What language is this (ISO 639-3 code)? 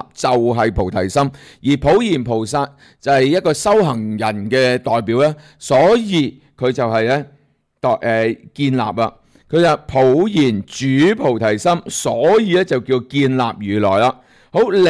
yue